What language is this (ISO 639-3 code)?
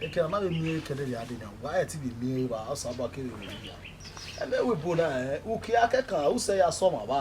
bin